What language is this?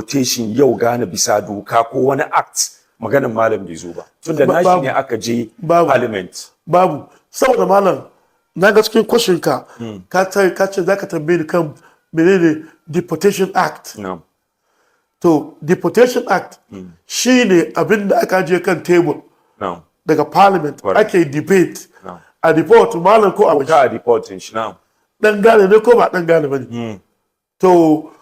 Hausa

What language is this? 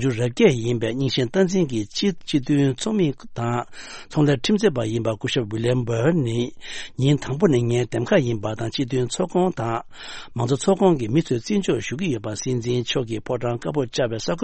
Tibetan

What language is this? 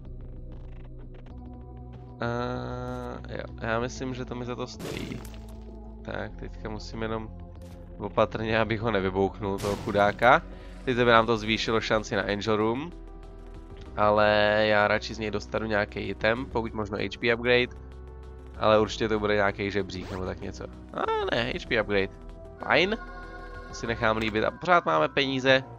Czech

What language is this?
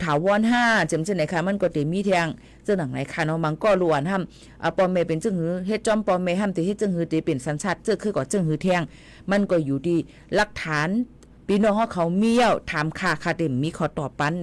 Shan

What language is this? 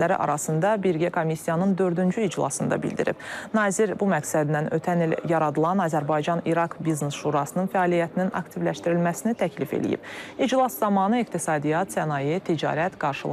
Azerbaijani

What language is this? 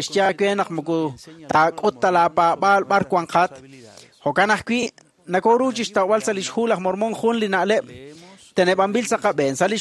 Kekchí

